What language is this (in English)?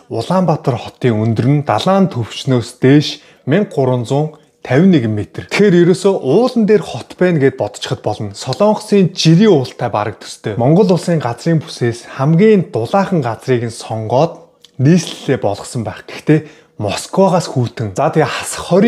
Mongolian